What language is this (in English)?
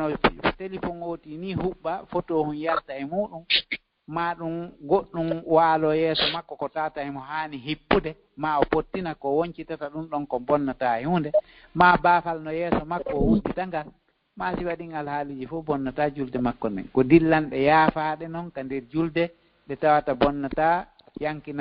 Fula